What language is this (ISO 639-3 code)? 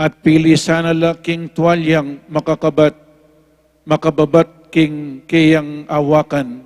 pam